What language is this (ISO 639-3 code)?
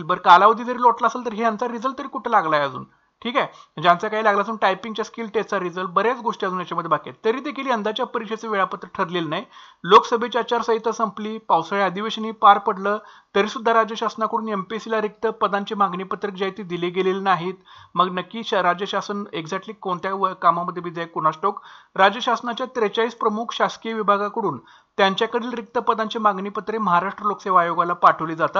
mar